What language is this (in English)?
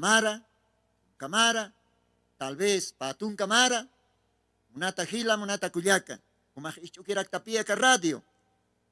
Aymara